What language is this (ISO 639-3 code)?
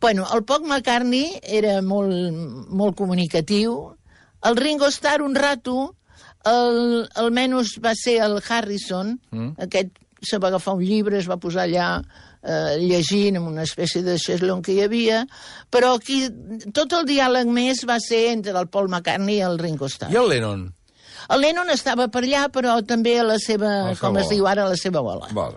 cat